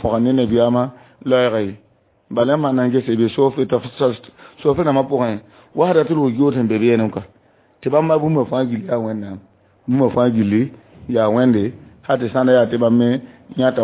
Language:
Mossi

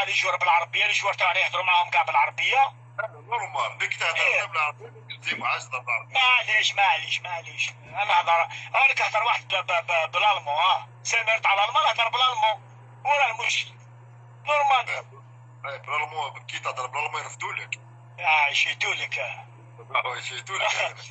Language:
Algerian Arabic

